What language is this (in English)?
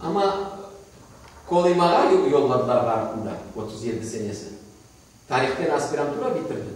Crimean Tatar